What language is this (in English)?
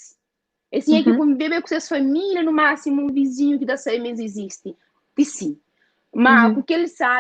Kabuverdianu